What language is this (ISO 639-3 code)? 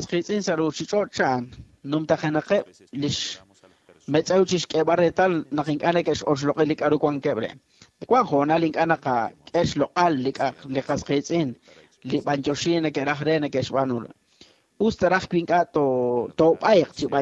kek